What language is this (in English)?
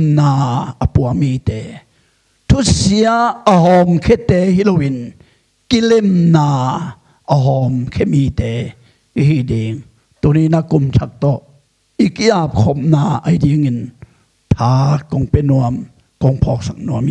Tedim Chin